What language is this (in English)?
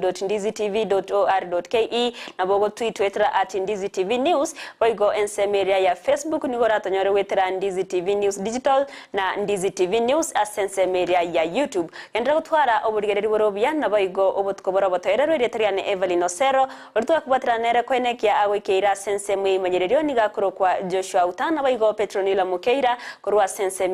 Gusii